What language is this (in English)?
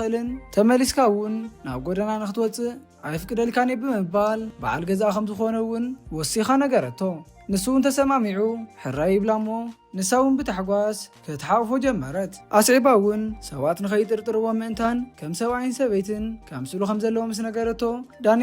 Tigrinya